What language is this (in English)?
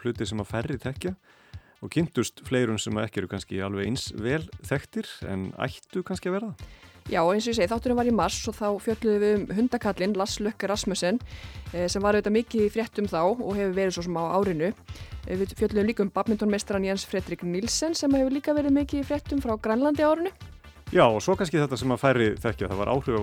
Icelandic